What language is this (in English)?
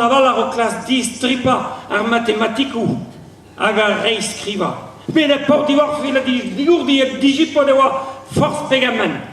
Breton